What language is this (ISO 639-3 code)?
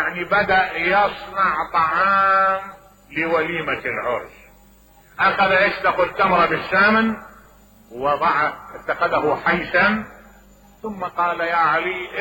acm